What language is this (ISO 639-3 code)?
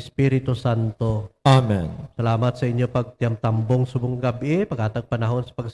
hil